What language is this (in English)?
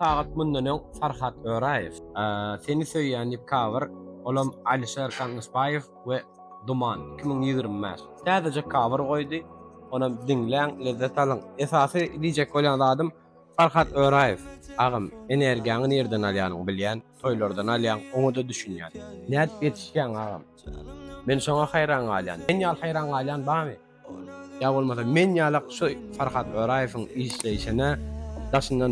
Turkmen